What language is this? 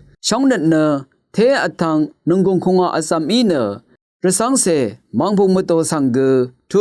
Rawang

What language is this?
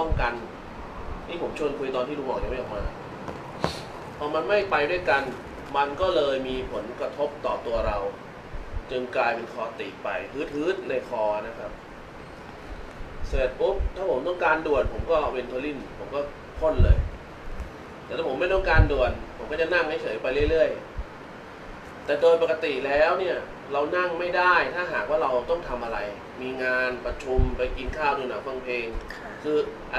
Thai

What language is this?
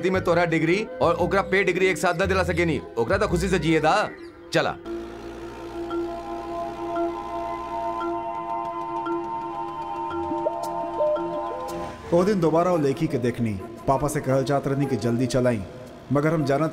Bhojpuri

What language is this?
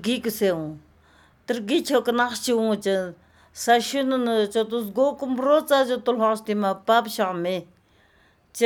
Albanian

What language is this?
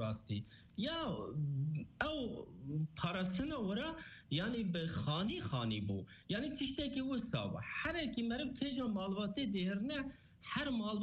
Kurdish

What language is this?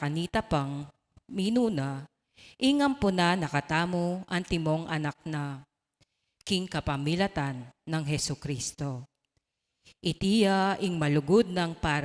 Pampanga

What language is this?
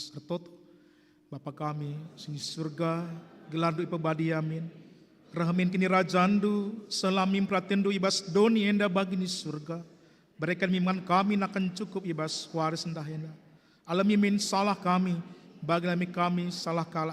Batak Karo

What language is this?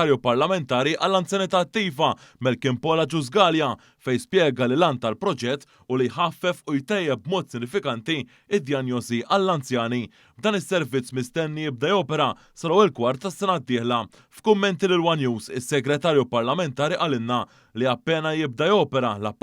Maltese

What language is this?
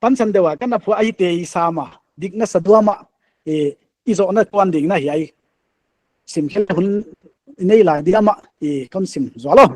Paite Chin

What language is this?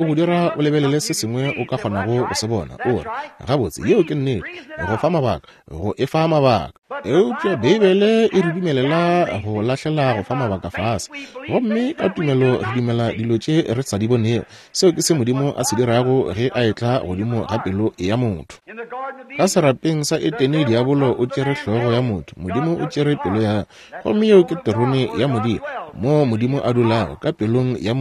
Northern Sotho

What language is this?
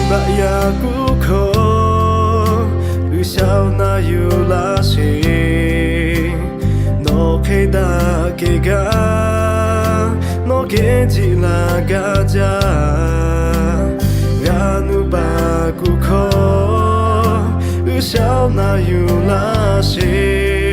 Lahu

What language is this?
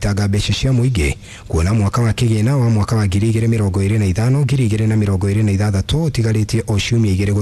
Kikuyu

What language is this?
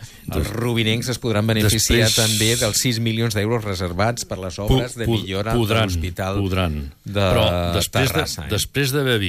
Catalan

